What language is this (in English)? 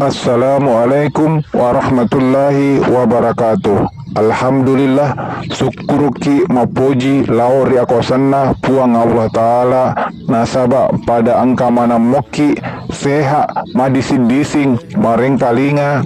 Buginese